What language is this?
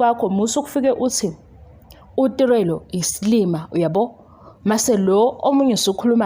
Zulu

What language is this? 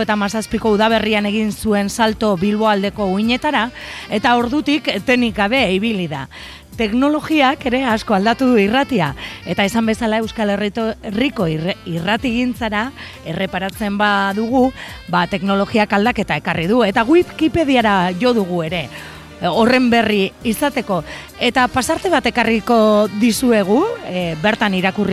Basque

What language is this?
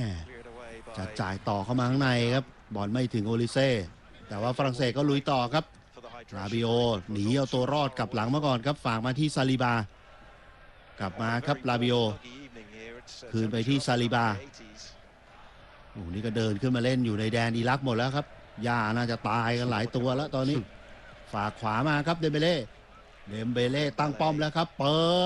Thai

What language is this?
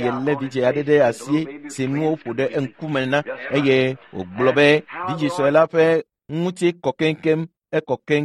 Ewe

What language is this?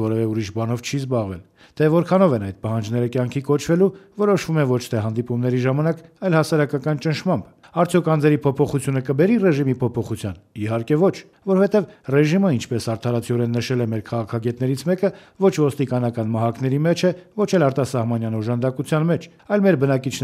Armenian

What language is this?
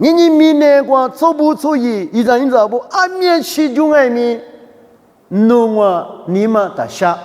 Lisu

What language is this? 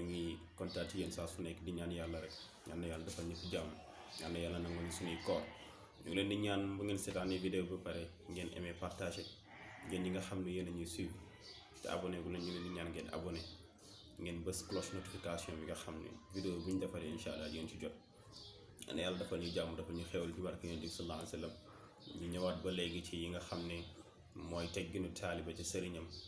Wolof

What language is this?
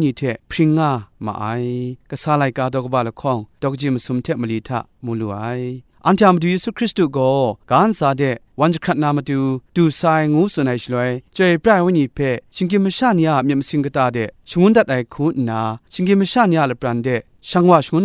Kachin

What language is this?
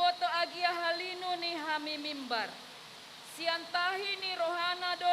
Batak Toba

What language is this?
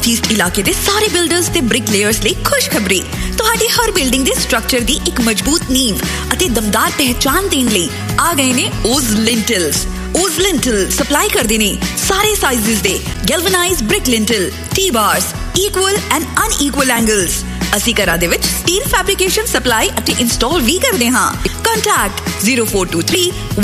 Punjabi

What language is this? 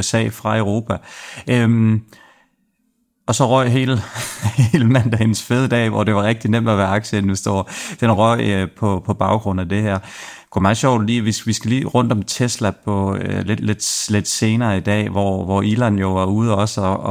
Danish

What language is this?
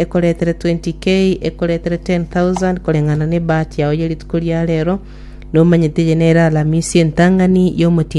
Gusii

